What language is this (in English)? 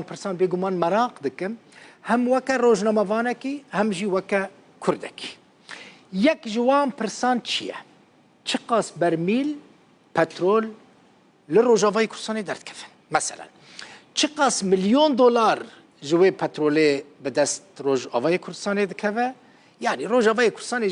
Kurdish